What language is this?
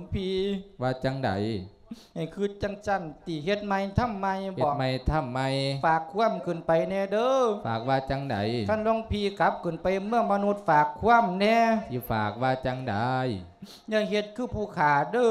Lao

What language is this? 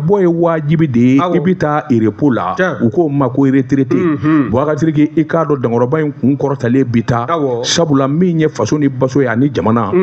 Bambara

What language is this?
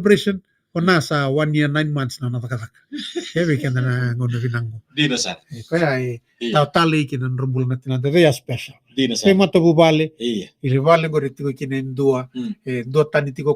Fijian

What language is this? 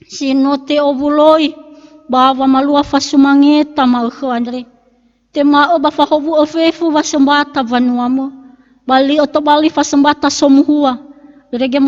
Nias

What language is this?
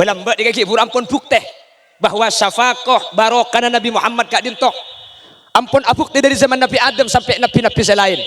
Madurese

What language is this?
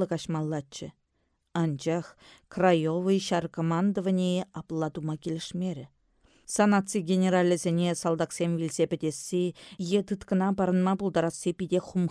Chuvash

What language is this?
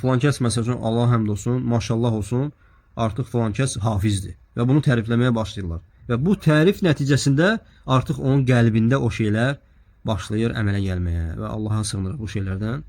Azerbaijani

